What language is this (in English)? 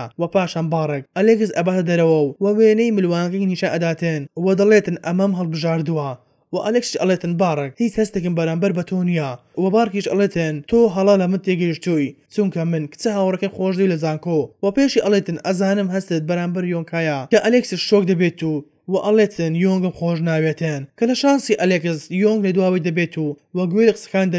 Central Kurdish